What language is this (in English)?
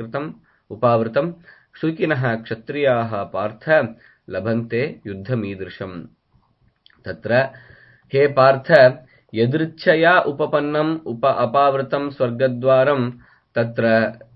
Sanskrit